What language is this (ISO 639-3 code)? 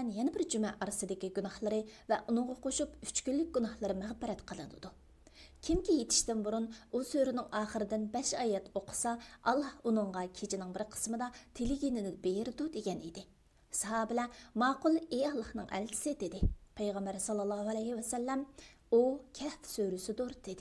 uig